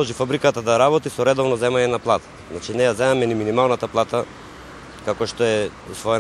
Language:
Macedonian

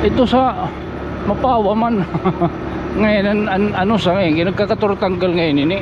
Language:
Waray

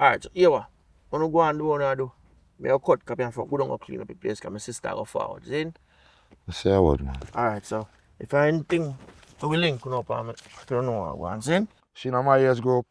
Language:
Jamaican Creole English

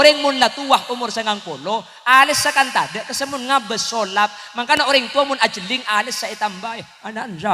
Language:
Madurese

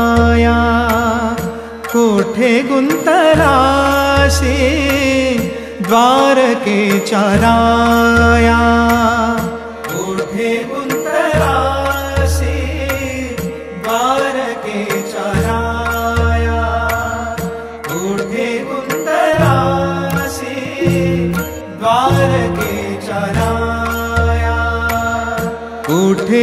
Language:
Marathi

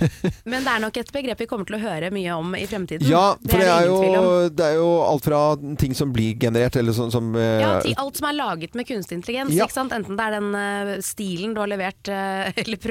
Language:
Norwegian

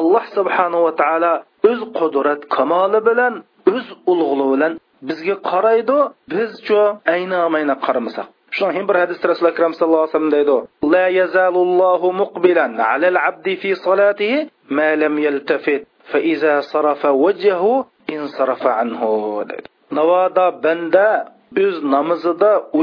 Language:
Uyghur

